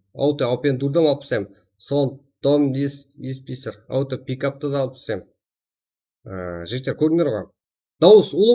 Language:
Kara-Kalpak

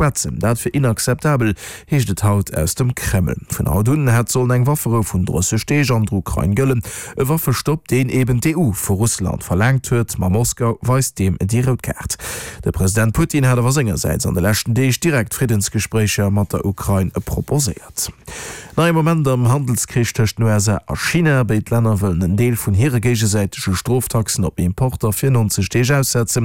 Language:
Luxembourgish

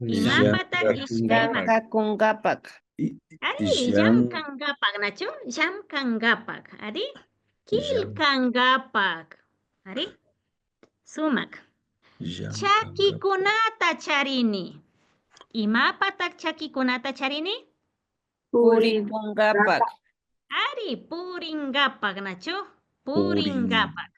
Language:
Imbabura Highland Quichua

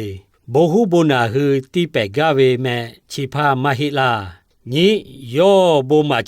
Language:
Lahu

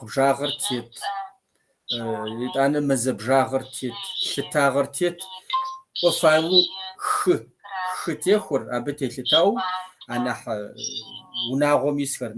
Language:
Kabardian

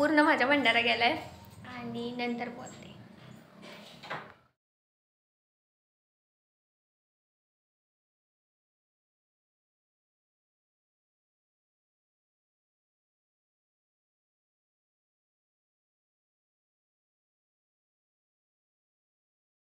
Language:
Marathi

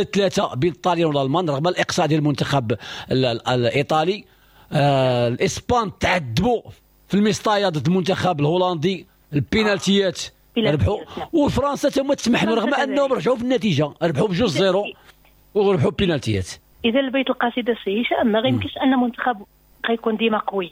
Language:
Moroccan Arabic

